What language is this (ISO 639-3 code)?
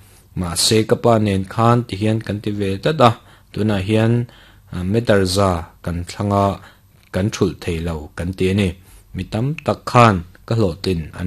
lus